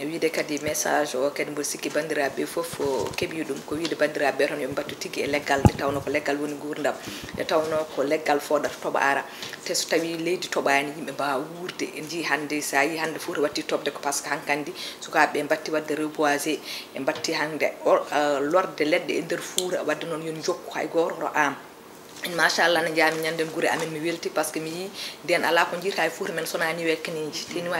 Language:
Fula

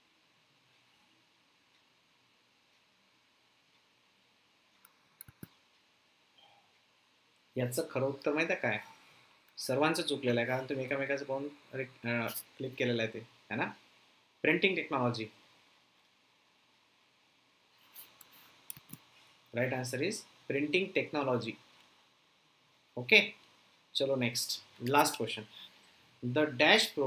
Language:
Marathi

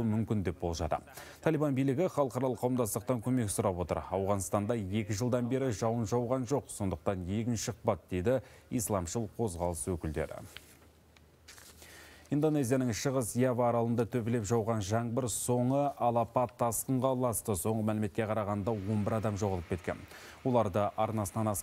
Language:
Kazakh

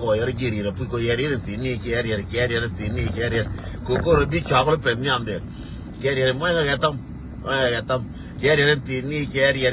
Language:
Nuer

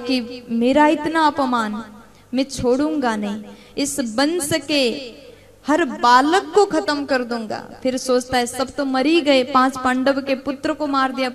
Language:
Hindi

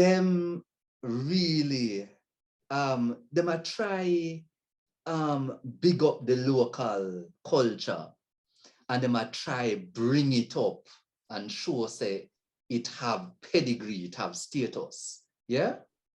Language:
Jamaican Creole English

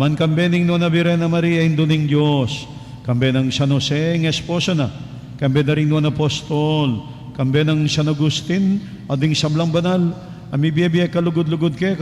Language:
Pampanga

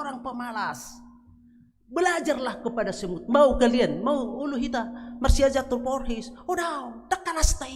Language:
Batak Toba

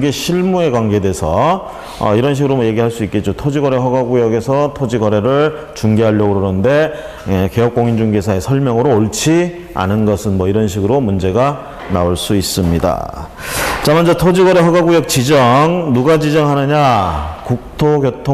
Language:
Korean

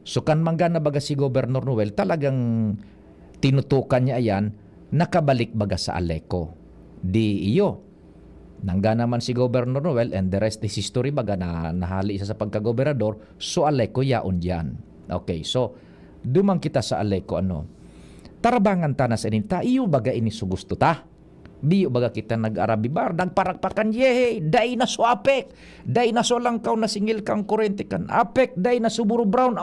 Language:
Bikol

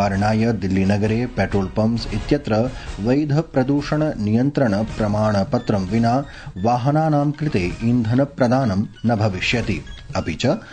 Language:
Sanskrit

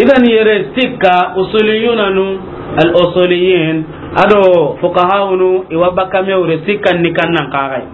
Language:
Soninke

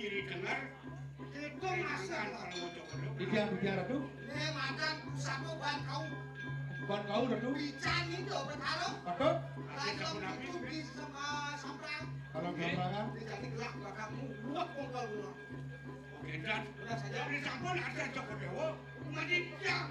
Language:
Balinese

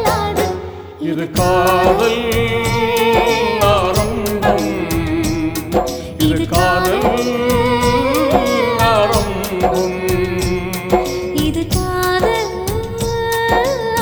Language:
Tamil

